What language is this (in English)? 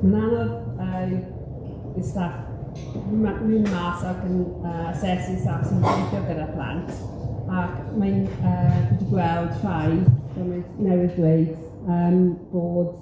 Welsh